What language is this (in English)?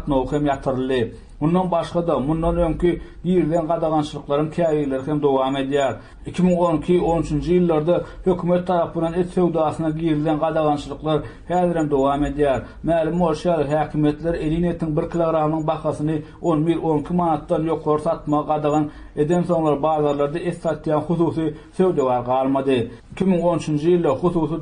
Turkmen